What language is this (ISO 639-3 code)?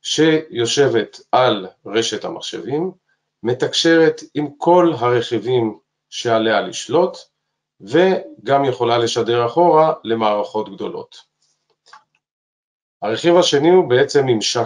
heb